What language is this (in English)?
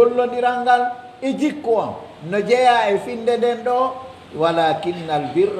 Pular